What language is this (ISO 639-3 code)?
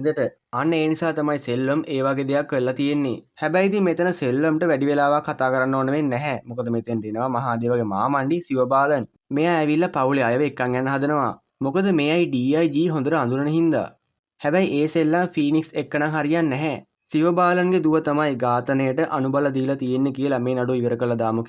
sin